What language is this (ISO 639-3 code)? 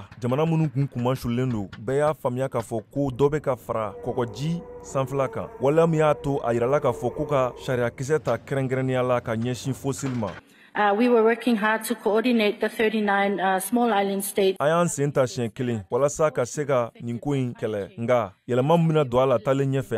bam